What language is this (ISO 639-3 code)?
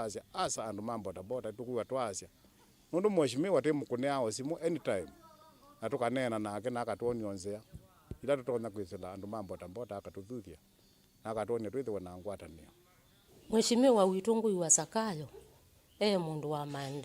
kam